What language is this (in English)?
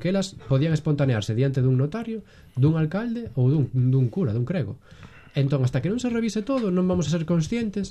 Galician